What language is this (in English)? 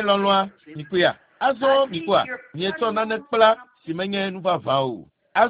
Ewe